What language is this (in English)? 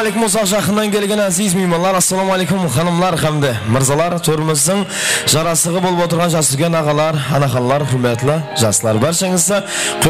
Kara-Kalpak